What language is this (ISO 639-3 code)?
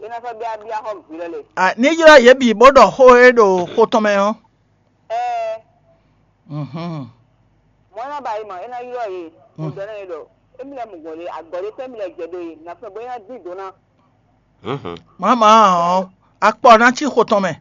fon